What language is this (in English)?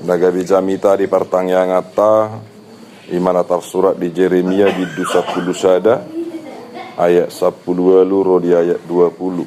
Batak Toba